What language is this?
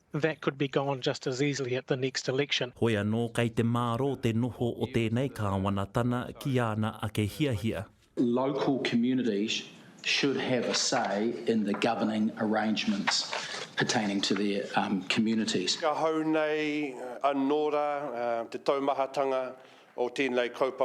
Māori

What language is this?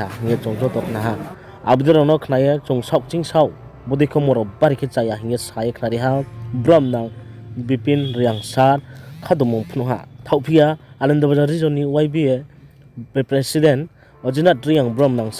Riang (India)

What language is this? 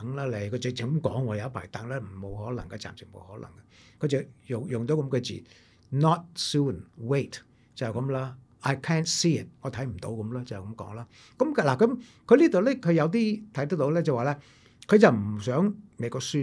Cantonese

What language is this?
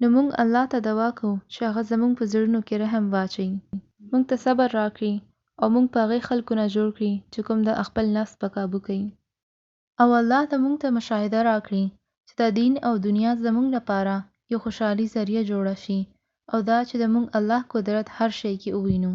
Pashto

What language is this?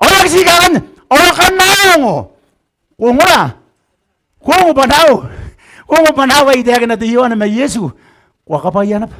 Gilbertese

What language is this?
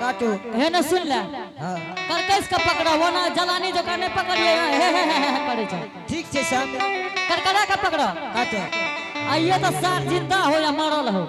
Angika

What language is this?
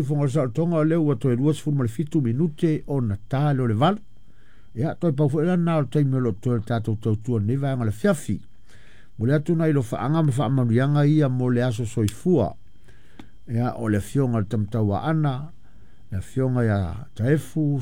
Samoan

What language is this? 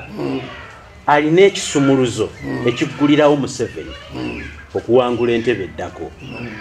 Ganda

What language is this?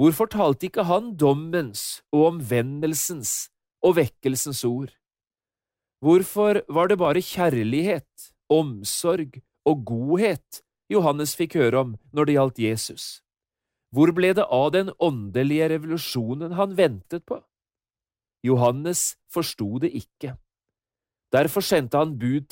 Norwegian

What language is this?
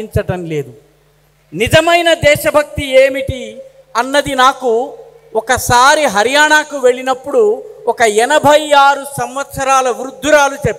Telugu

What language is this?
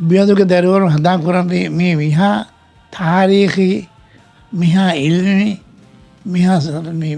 Divehi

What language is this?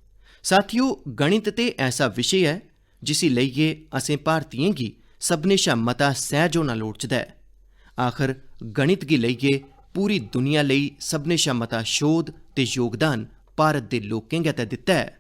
Dogri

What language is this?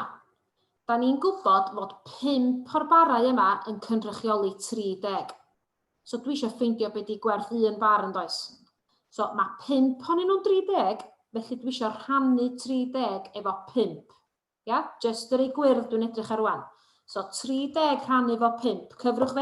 Welsh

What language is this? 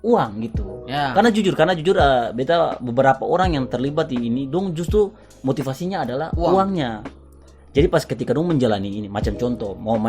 Ambonese Malay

